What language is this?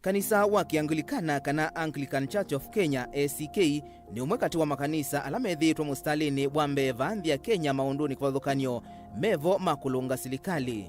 Kamba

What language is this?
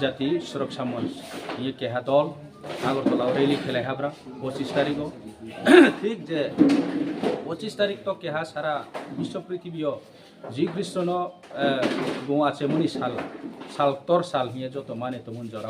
Kok Borok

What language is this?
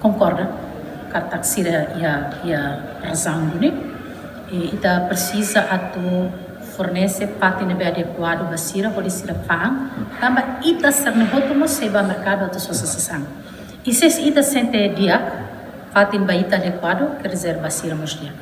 Tetum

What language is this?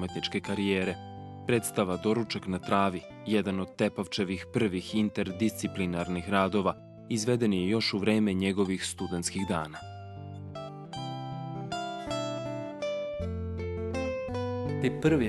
Serbian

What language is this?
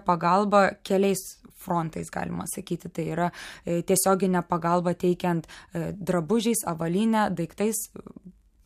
Lithuanian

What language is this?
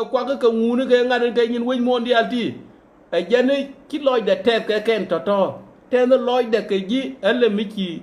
Nuer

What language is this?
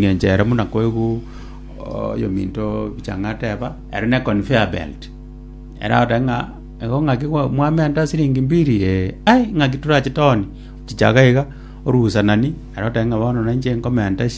Gusii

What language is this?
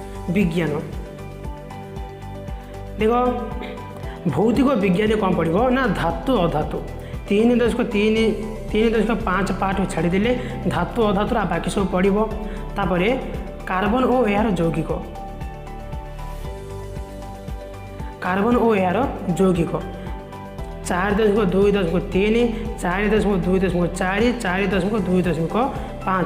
Odia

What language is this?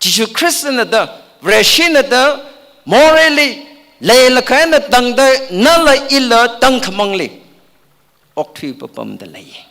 Tangkhul Naga (India)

